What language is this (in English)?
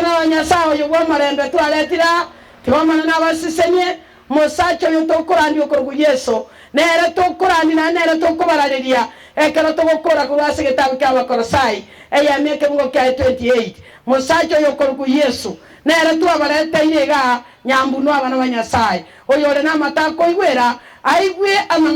Gusii